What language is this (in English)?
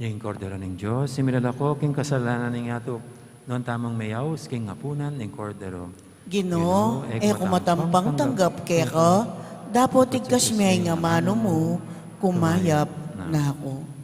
Pampanga